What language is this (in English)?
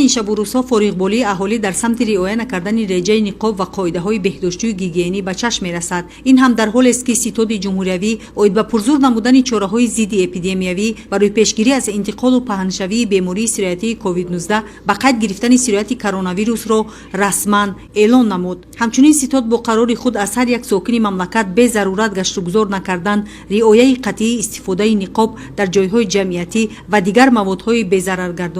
Tajik